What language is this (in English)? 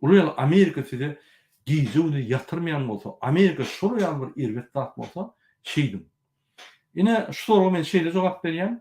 Turkmen